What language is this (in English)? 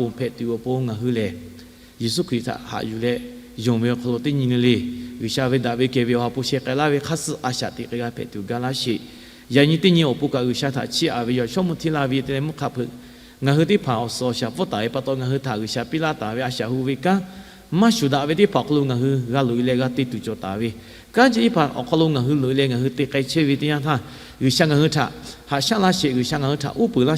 Lahu